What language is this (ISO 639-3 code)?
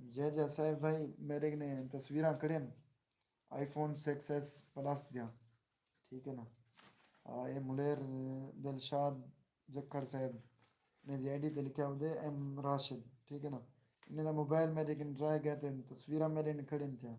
skr